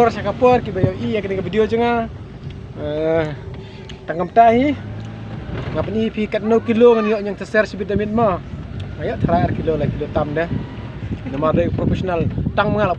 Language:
Khasi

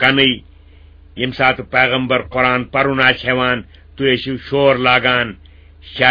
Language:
Kashmiri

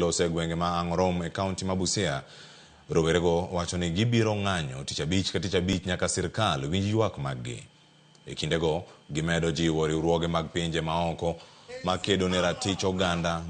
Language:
Luo (Kenya and Tanzania)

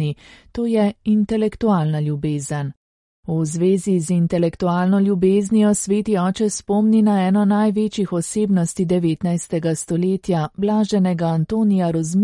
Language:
Slovenian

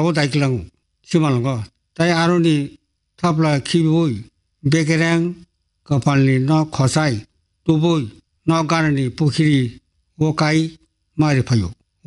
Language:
Kok Borok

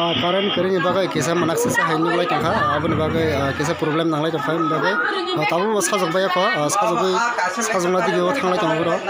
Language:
Kok Borok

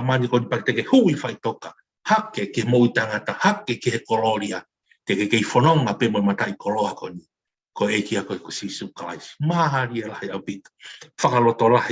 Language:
Tongan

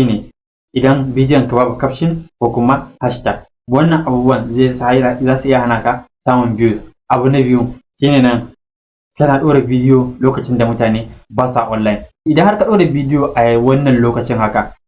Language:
Hausa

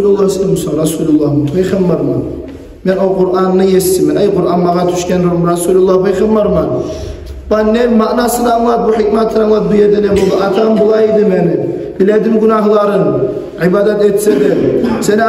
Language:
Kumyk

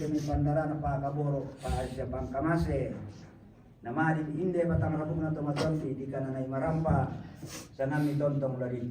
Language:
Toraja-Sa'dan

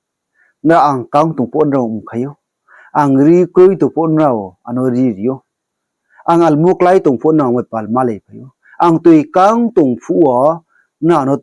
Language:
Riang (India)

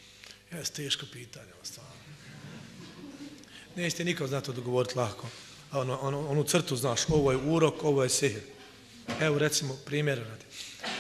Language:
Bosnian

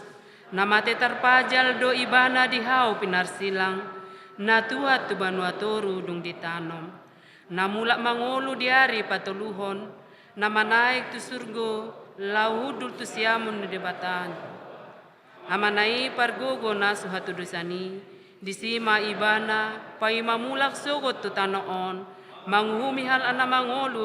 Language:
Batak Toba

